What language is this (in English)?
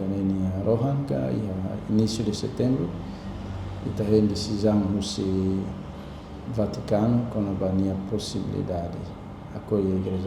Tetum